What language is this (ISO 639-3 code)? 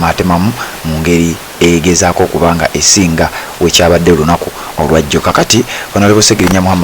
lug